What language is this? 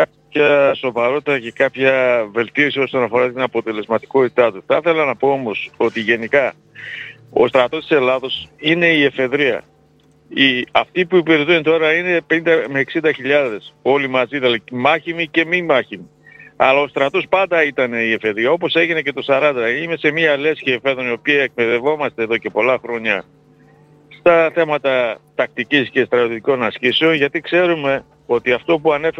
Greek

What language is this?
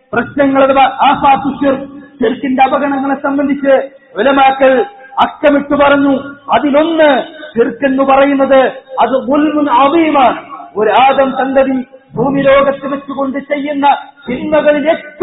Malayalam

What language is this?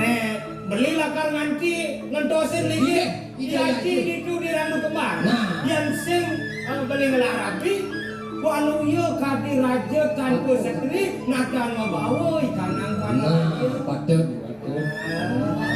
Balinese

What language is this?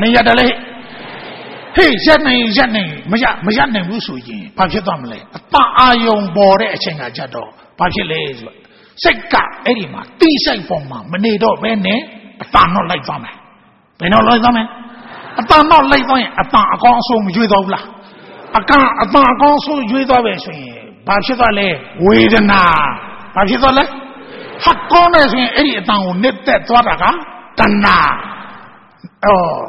Burmese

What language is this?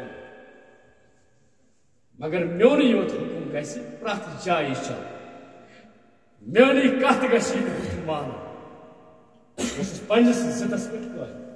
Kashmiri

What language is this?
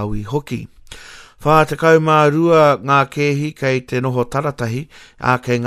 Māori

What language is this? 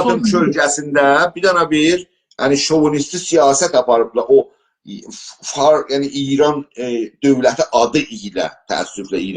South Azerbaijani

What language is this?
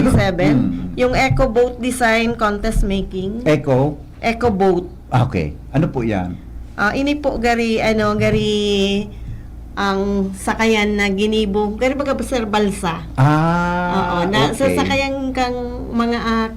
Bikol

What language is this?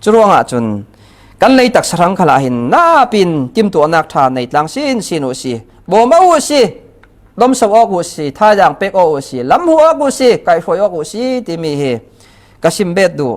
Falam Chin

